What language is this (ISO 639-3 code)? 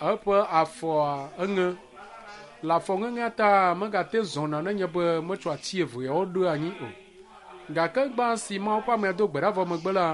ewe